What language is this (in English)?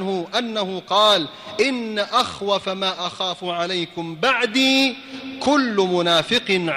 Arabic